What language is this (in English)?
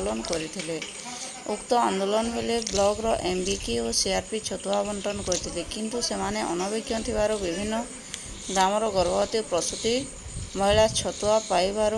Odia